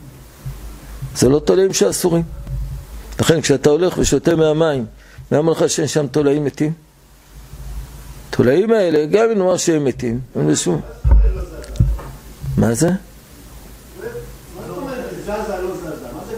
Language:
Hebrew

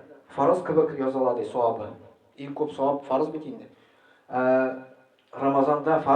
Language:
Tatar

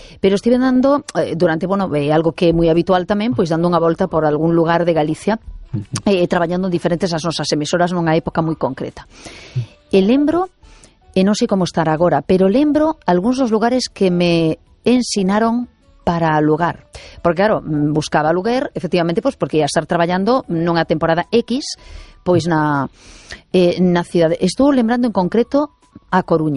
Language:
Galician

